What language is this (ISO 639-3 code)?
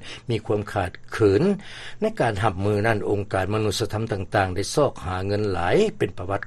lao